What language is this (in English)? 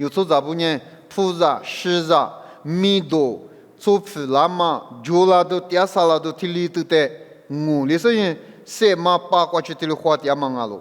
Lisu